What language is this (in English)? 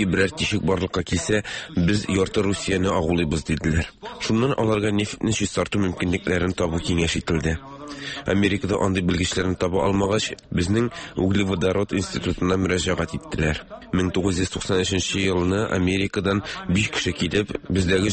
Tatar